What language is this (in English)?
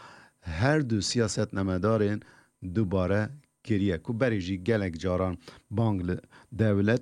Kurdish